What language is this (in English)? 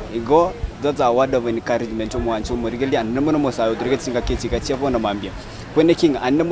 Gusii